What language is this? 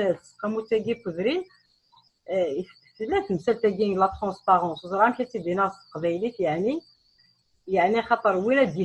Kabyle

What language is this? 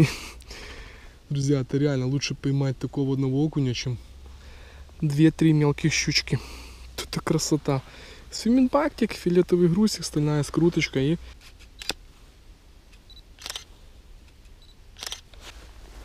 Russian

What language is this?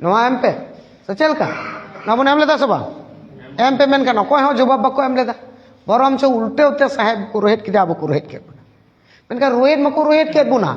Santali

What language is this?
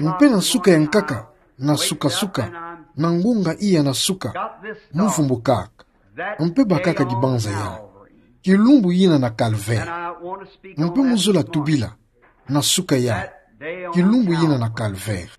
Kituba (Democratic Republic of Congo)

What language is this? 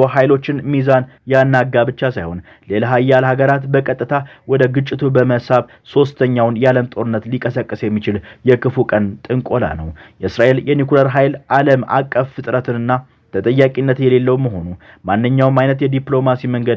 Amharic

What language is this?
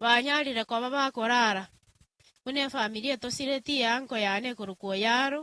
Gusii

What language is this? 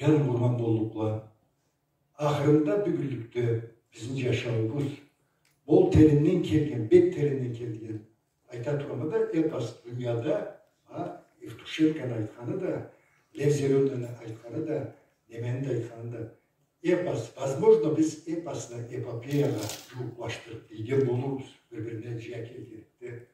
Karachay-Balkar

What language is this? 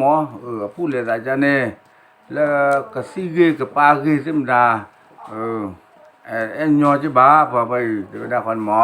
S'gaw Karen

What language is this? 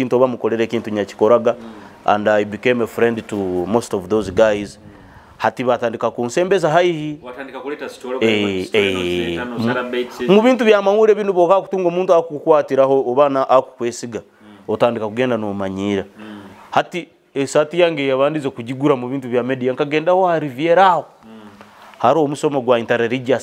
Nyoro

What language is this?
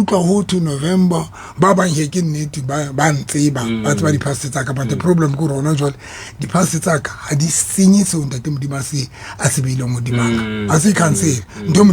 Southern Sotho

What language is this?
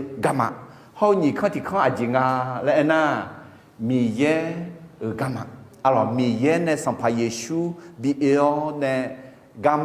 Akha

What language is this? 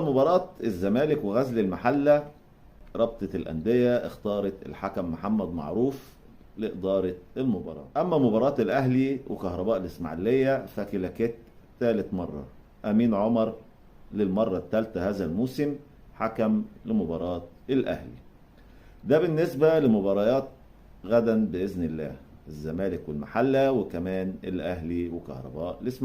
Egyptian Arabic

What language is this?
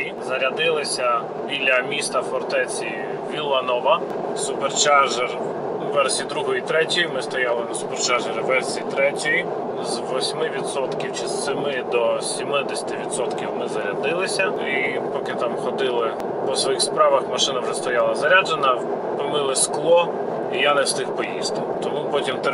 Ukrainian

